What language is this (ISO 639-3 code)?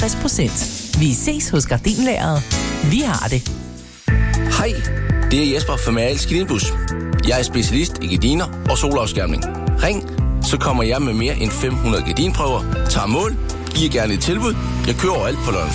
dan